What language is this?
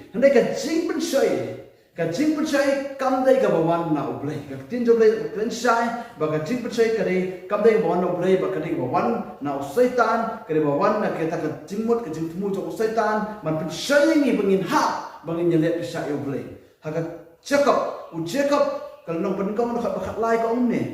Khasi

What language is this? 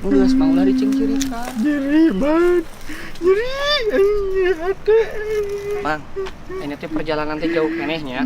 Sundanese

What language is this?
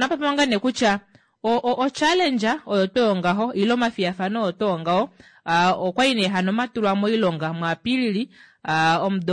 Kuanyama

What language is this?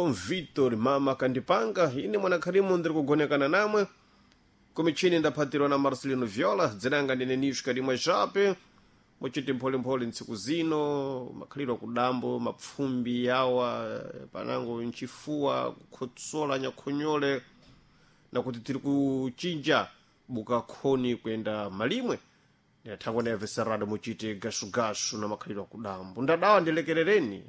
Sena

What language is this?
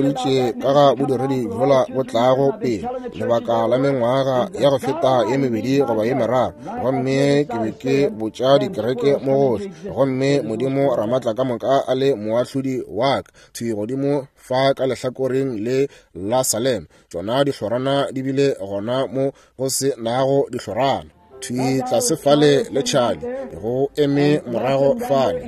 Northern Sotho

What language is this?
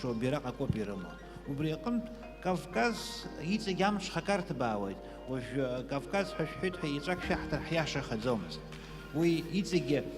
Abkhazian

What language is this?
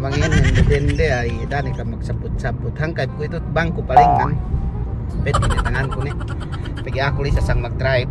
Yakan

